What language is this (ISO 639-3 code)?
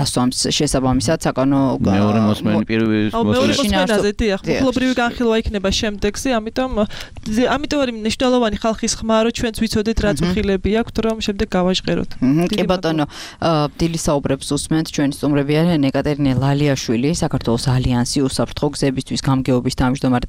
kat